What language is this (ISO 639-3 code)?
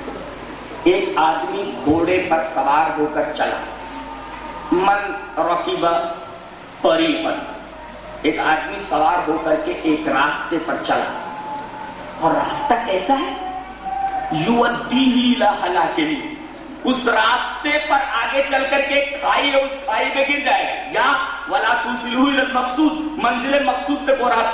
urd